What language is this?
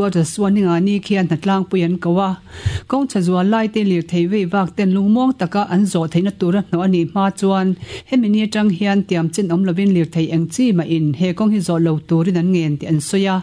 Mizo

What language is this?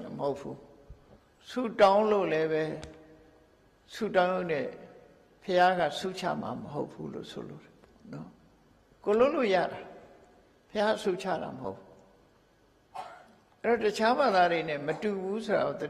Burmese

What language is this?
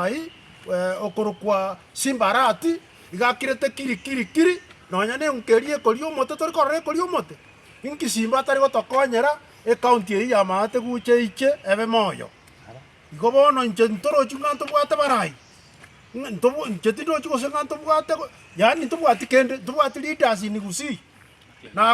Gusii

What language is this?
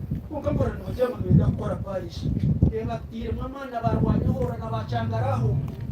Nyankole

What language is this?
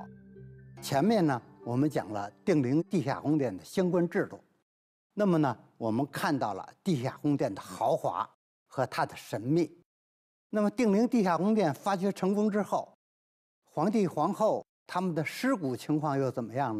Chinese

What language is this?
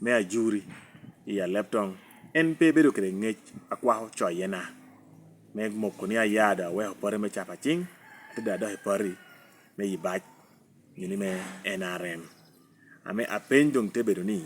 Lango (Uganda)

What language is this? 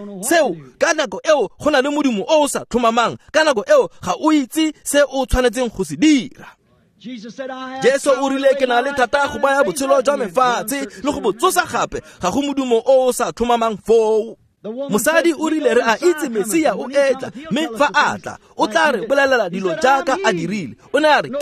Tswana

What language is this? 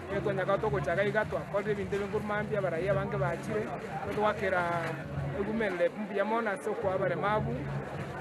Gusii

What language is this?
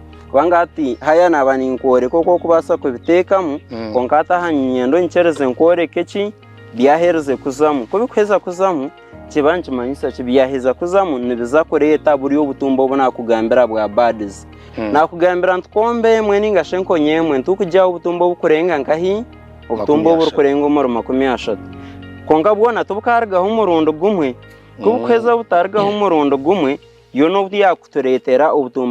Nyankole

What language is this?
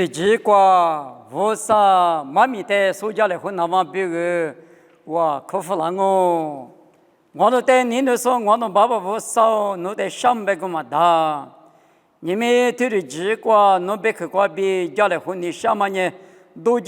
Lisu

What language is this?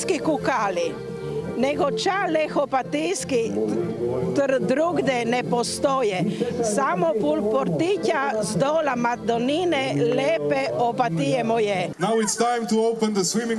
Croatian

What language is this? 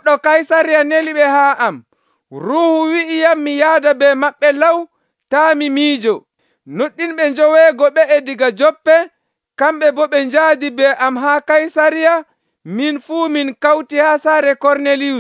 Nigerian Fulfulde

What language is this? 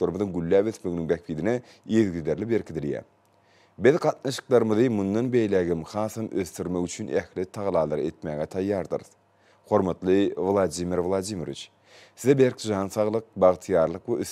Turkmen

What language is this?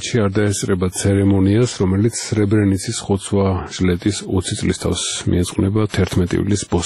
Georgian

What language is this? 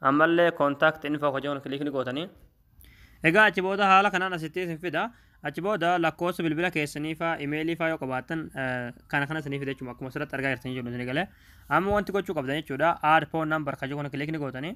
Oromo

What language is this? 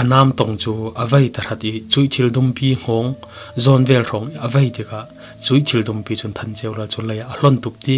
Falam Chin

